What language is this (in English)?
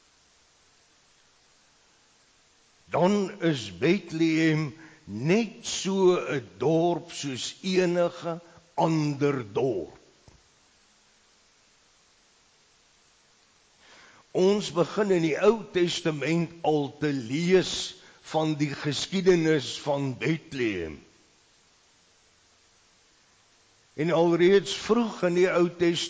Afrikaans